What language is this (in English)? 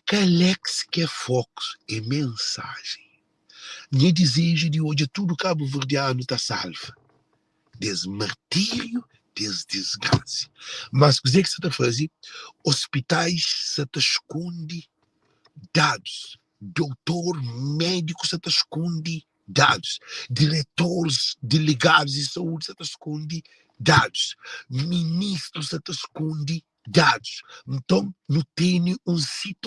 Kabuverdianu